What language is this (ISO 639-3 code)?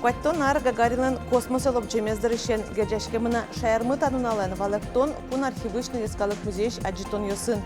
udm